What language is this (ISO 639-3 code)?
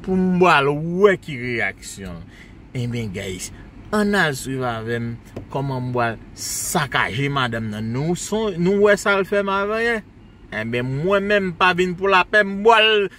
hat